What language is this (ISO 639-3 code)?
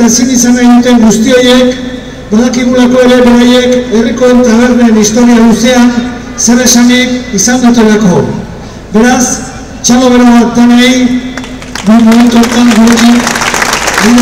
eus